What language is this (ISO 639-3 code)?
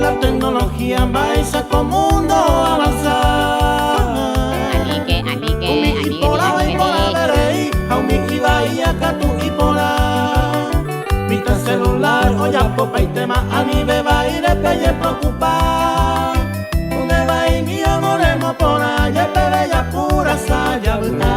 grn